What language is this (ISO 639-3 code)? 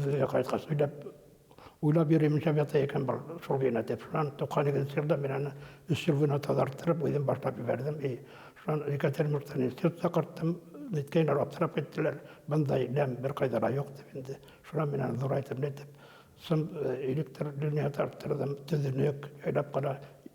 bak